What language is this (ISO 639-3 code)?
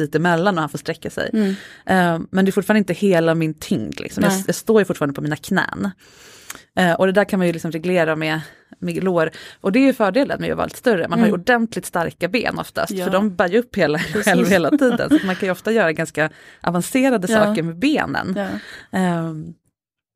swe